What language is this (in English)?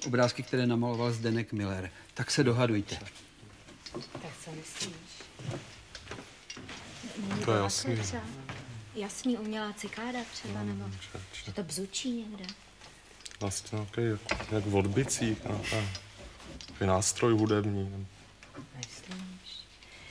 Czech